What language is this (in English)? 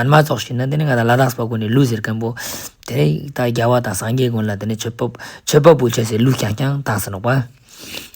Ladakhi